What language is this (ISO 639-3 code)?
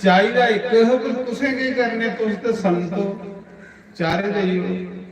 doi